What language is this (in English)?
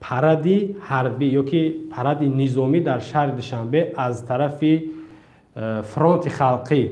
Tajik